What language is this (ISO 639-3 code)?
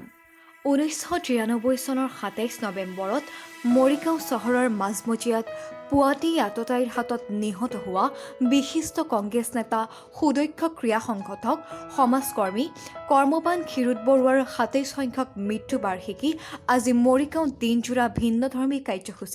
asm